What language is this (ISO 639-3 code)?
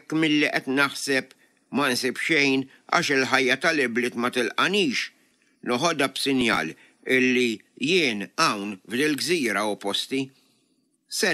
mlt